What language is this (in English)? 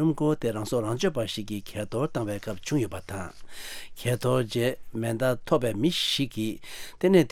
Tibetan